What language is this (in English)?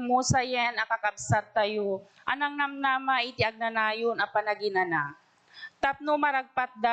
Iloko